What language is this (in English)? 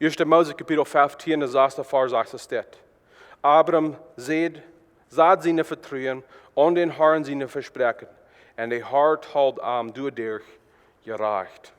Plautdietsch